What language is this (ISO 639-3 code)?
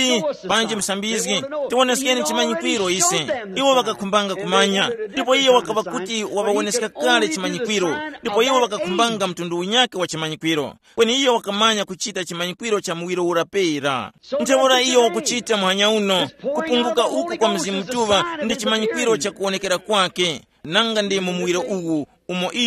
tum